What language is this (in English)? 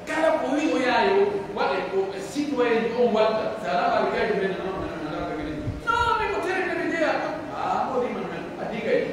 Pular